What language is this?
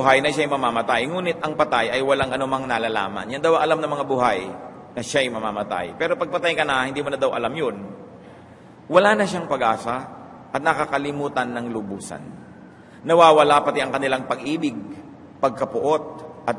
Filipino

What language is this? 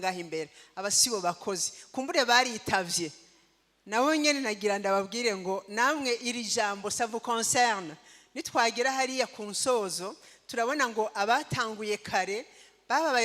Rundi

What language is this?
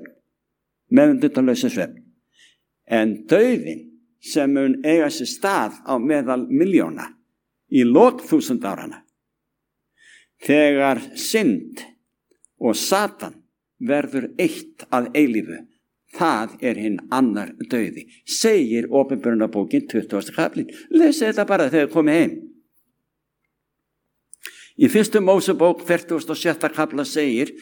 Icelandic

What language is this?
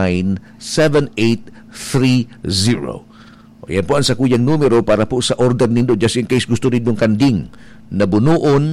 Bikol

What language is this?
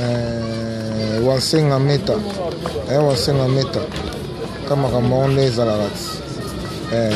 Lingala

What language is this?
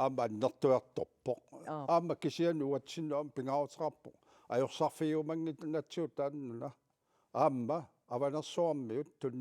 Kalaallisut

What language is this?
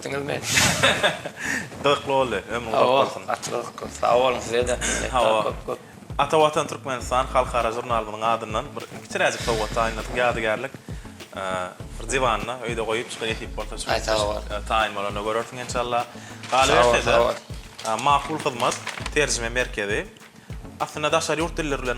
Turkmen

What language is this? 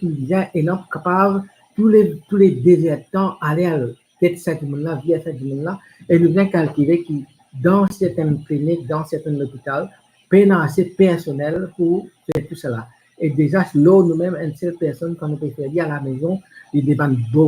Morisyen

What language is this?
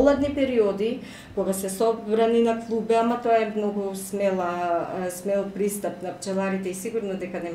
Macedonian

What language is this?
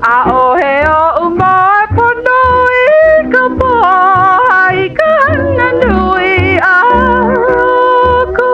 Hawaiian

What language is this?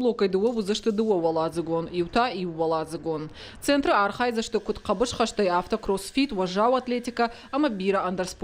Ossetic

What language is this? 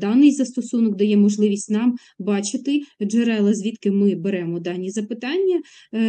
Ukrainian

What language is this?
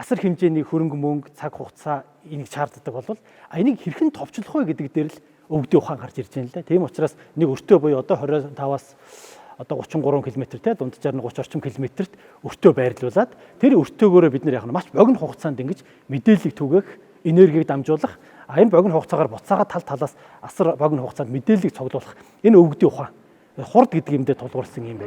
Mongolian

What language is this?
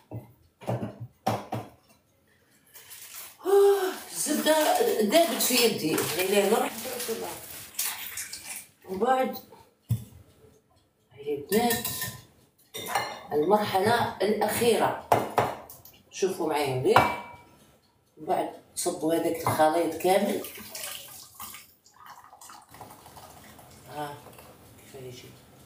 Algerian Arabic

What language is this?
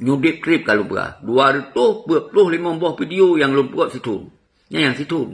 Achinese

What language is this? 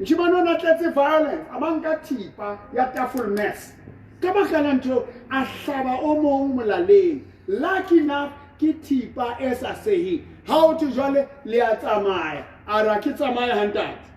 Southern Sotho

